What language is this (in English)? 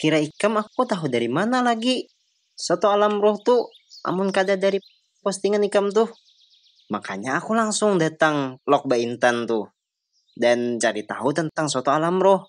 Banjar